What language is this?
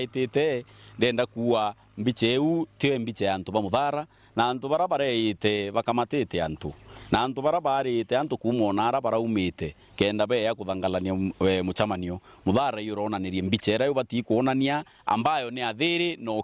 Meru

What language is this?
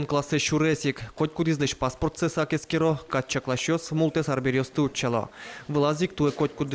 Udmurt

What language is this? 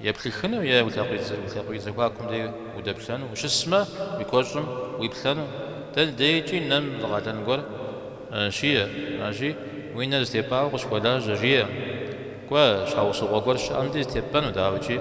Kabardian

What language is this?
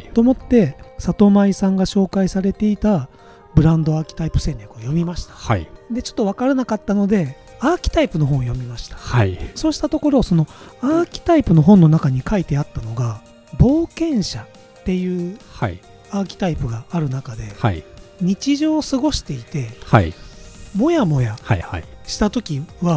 Japanese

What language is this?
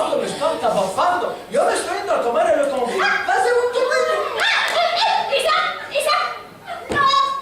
Ladino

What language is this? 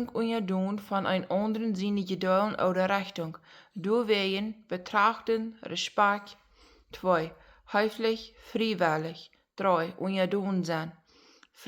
Plautdietsch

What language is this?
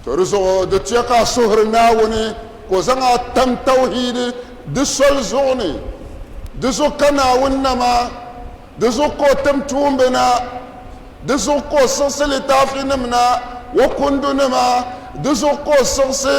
Dagbani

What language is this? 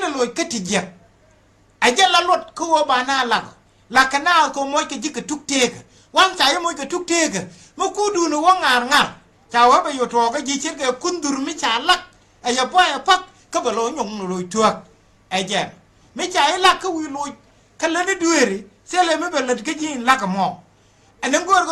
Nuer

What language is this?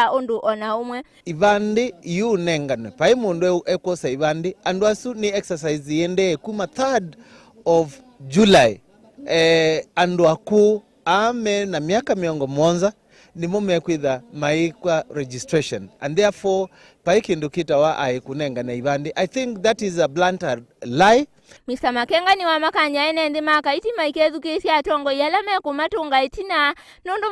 Kamba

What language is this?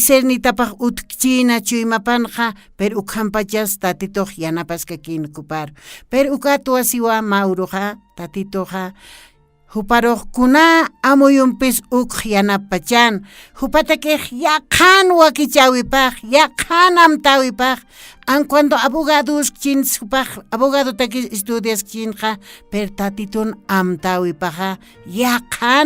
Aymara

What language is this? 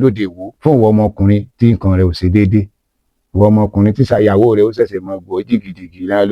Yoruba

